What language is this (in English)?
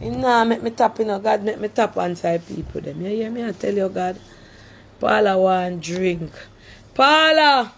Jamaican Creole English